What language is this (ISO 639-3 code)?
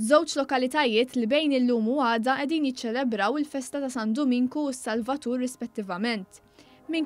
mlt